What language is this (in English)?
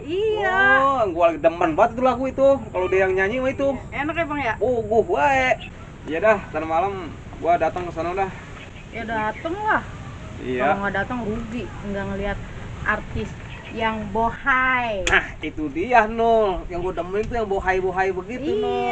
Betawi